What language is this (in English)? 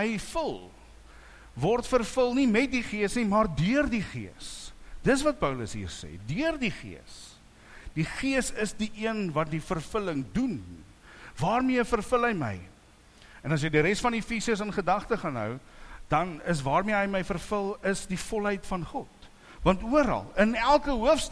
Afrikaans